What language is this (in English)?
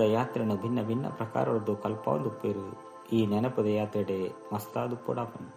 Tulu